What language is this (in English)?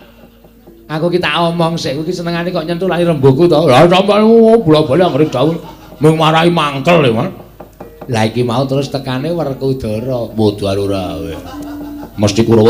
Javanese